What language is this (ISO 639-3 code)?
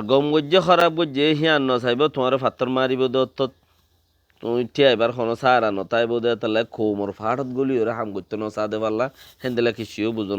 rhg